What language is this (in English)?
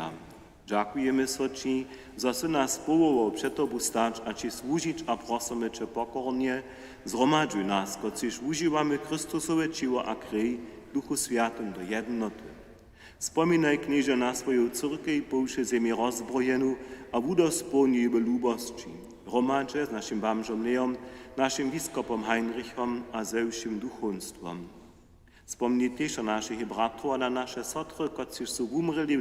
Upper Sorbian